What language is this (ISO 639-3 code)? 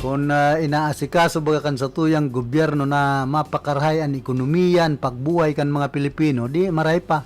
bik